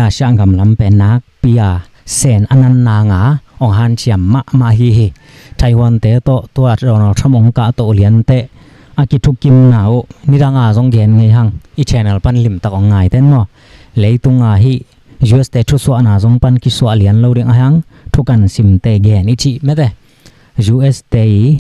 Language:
Tedim Chin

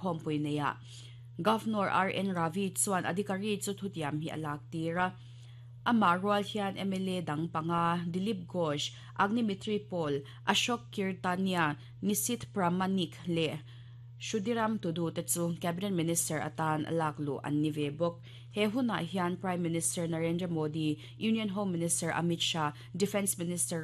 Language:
Mizo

